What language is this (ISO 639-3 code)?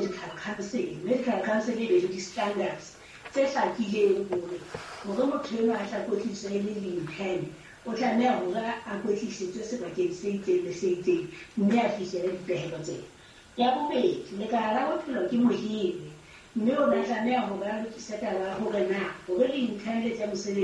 sot